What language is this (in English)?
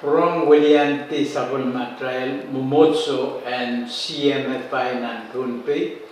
Pohnpeian